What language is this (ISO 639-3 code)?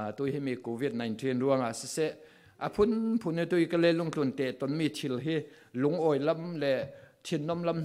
cfm